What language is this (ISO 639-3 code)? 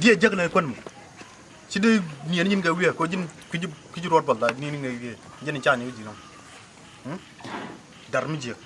nus